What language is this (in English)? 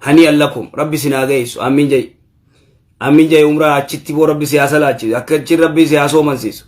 Oromo